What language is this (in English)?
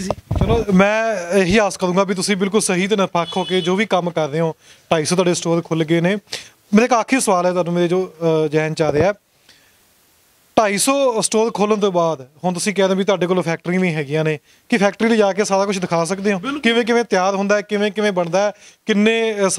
Punjabi